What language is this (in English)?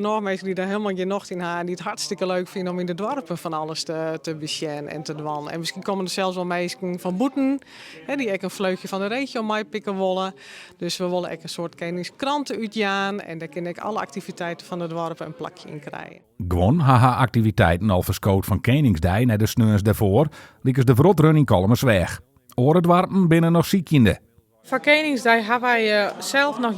Western Frisian